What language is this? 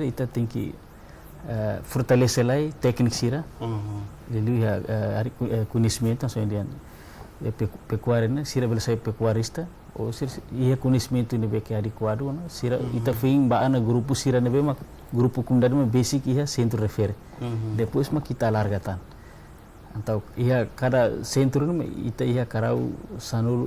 Tetum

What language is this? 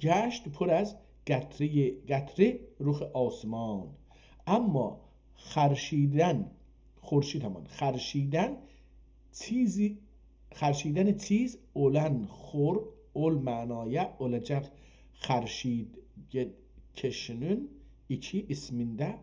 South Azerbaijani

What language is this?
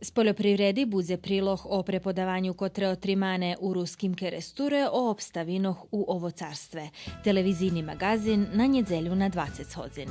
Rusyn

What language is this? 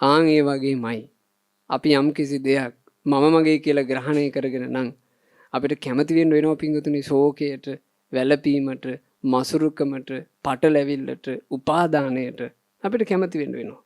Sinhala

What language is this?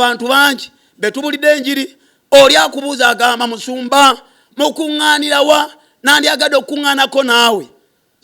Ganda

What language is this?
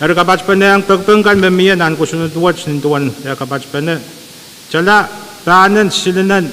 Pohnpeian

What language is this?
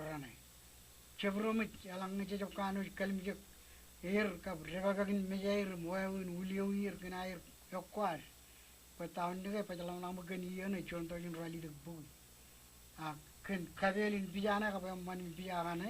Marshallese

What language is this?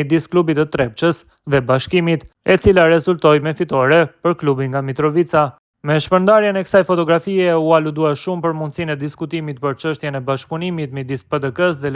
Albanian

